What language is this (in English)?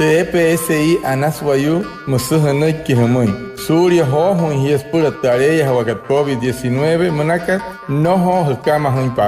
Wayuu